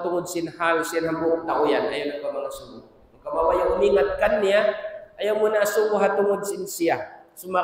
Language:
Tausug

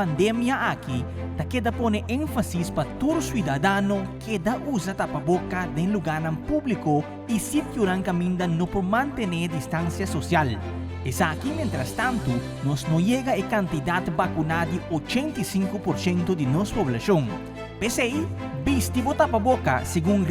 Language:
Papiamento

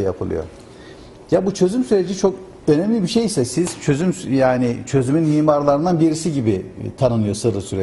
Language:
Turkish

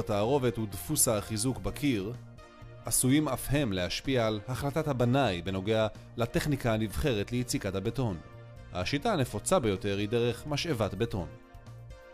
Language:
Hebrew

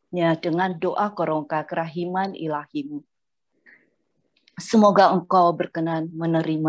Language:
Indonesian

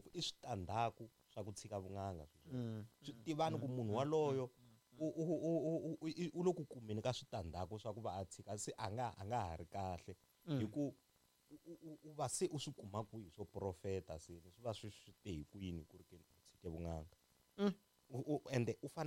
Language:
Tsonga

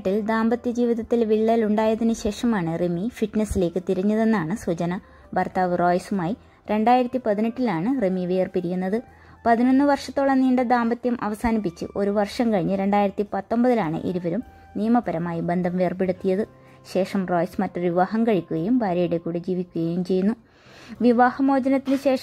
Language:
Malayalam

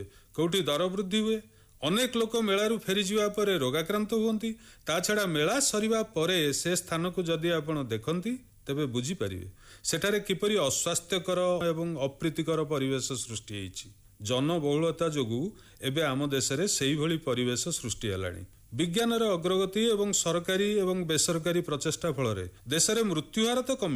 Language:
Odia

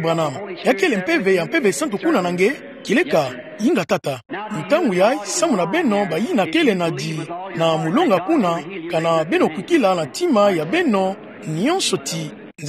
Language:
Kituba (Democratic Republic of Congo)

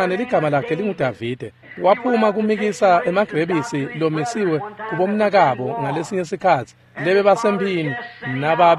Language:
Swati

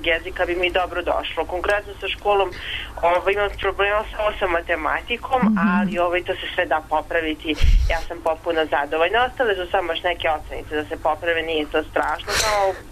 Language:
Serbian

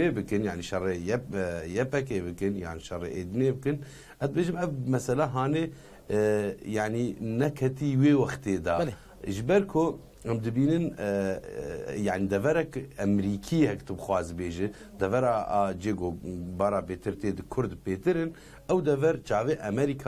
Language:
Kurdish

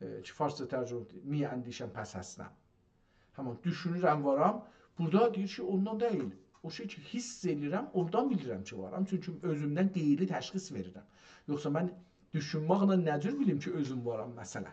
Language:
South Azerbaijani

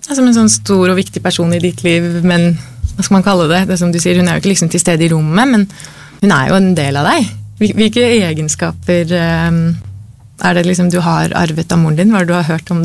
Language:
Norwegian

